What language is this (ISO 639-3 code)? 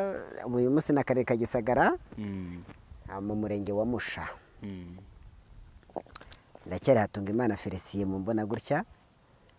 kin